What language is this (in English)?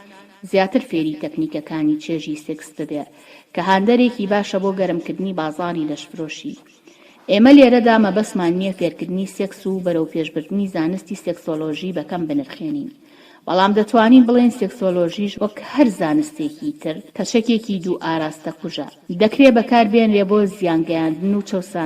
Central Kurdish